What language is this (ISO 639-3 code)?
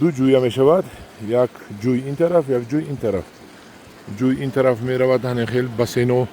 tgk